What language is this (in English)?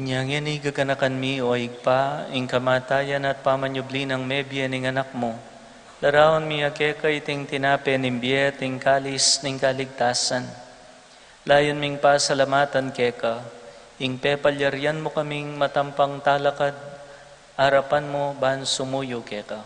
Pampanga